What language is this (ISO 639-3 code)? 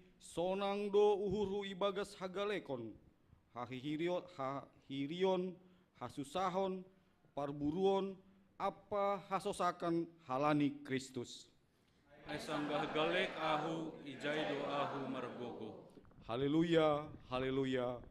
bts